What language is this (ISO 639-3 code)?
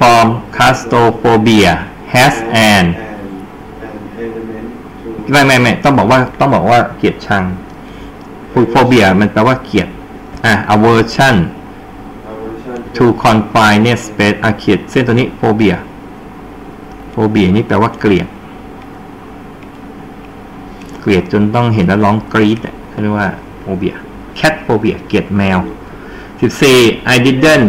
tha